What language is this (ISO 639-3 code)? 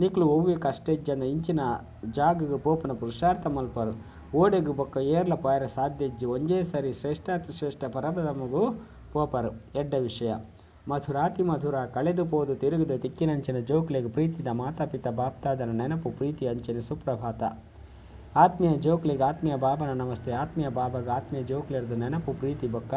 tcy